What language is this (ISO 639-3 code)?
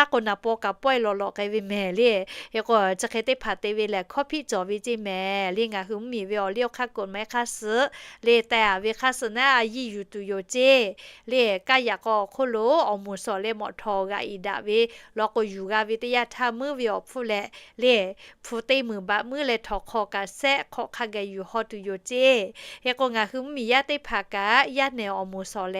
lhu